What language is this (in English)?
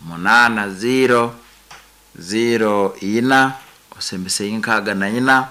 Nyankole